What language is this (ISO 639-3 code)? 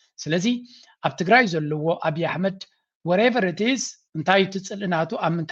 tir